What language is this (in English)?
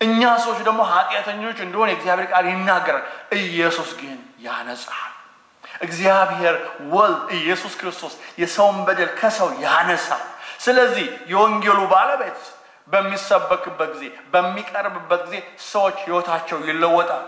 Amharic